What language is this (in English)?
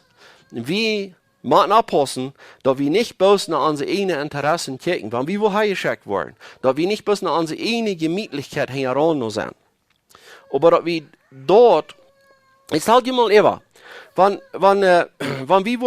Plautdietsch